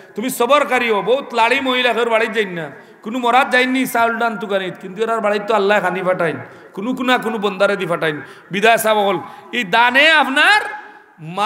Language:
Sylheti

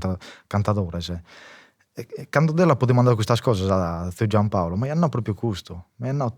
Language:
Sardinian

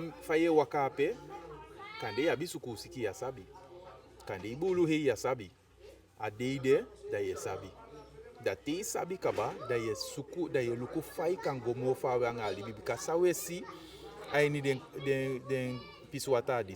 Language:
Eastern Maroon Creole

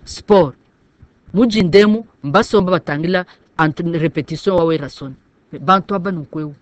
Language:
Luba-Lulua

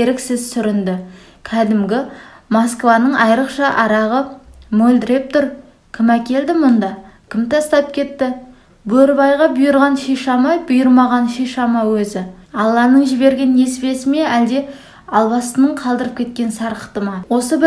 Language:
Kazakh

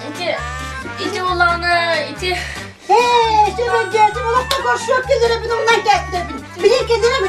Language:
Yakut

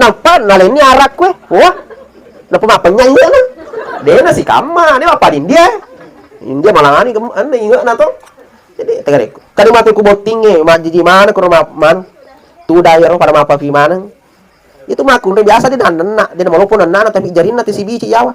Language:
Buginese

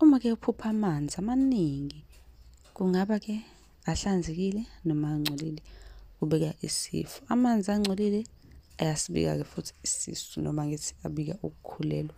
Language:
Zulu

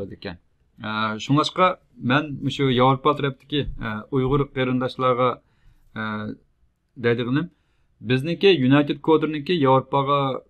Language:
Uyghur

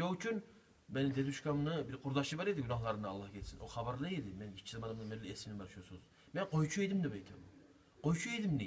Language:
Kumyk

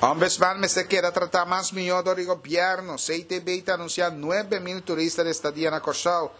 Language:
Papiamento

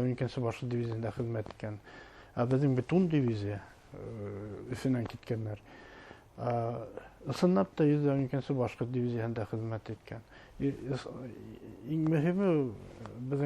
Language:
Bashkir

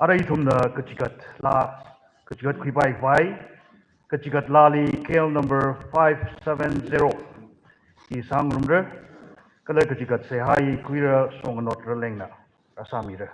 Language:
Tangkhul Naga (India)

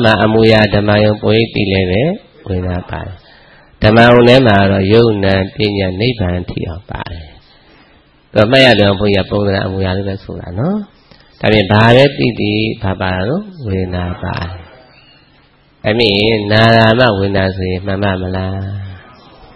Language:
Burmese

